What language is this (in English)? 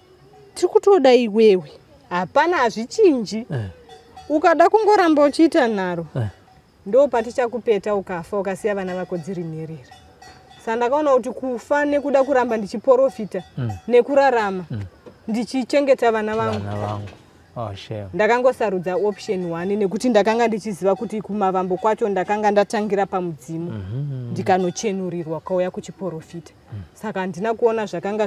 Shona